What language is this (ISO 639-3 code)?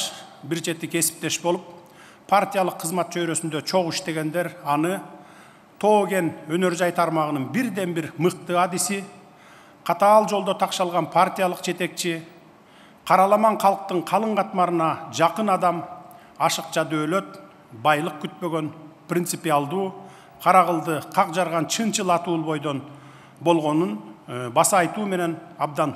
kir